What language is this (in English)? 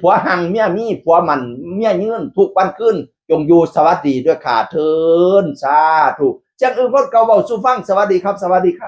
Northeastern Thai